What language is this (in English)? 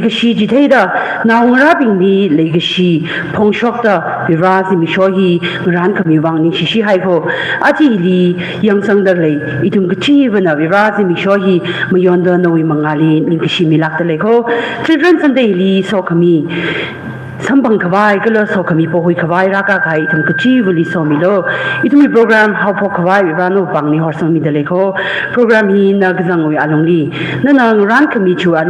Tangkhul Naga (India)